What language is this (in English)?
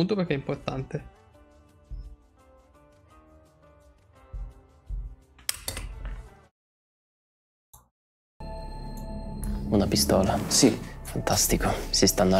Italian